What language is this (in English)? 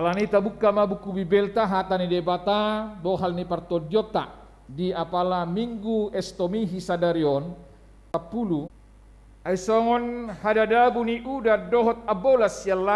Batak Toba